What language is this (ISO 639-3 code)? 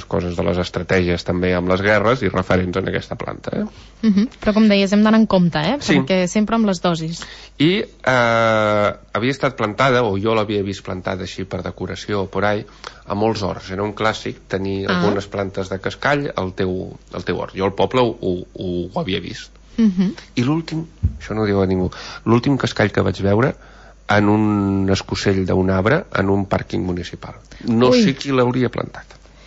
cat